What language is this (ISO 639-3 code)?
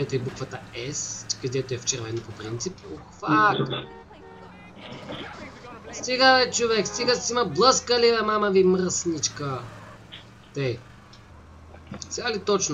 bul